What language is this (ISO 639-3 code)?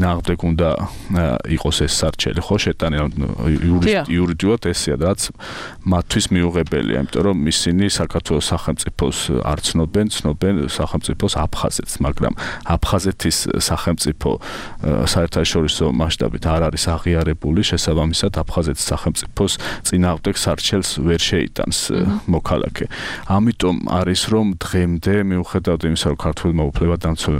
kat